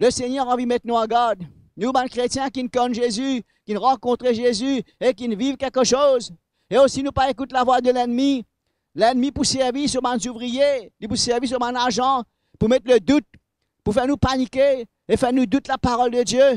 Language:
Morisyen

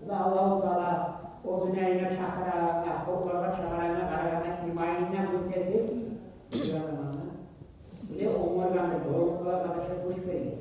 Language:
Kumyk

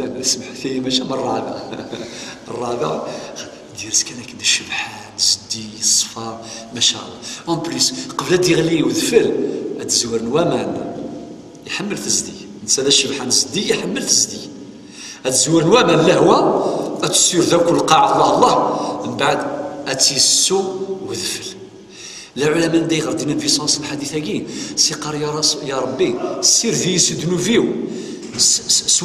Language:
Kabyle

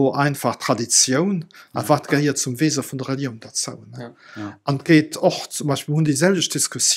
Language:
Luxembourgish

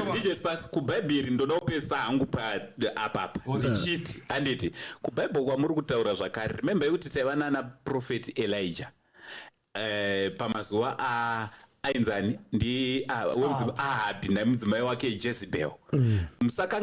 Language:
Shona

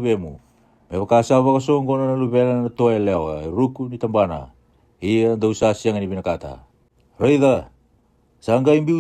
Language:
Fijian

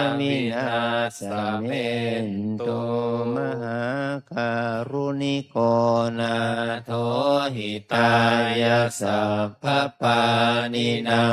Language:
Pali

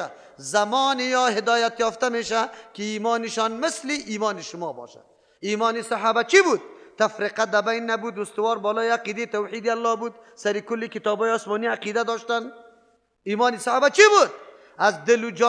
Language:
Persian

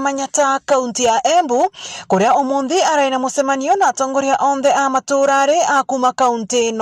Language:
Meru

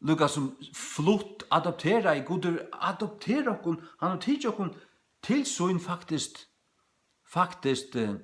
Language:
Faroese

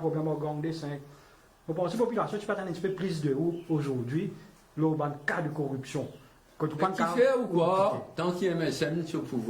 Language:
Morisyen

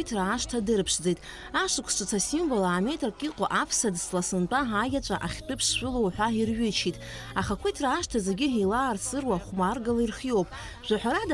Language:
Abkhazian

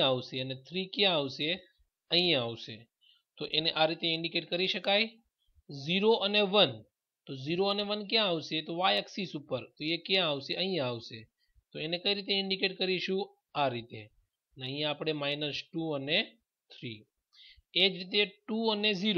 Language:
Gujarati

